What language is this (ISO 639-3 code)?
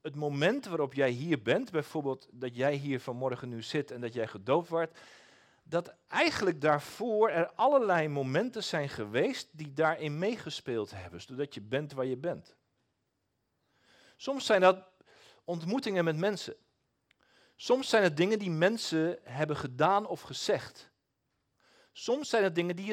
nld